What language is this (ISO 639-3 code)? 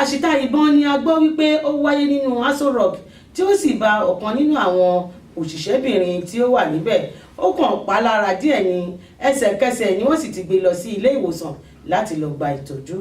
yor